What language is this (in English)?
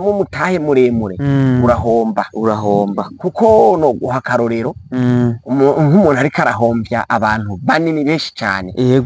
Rundi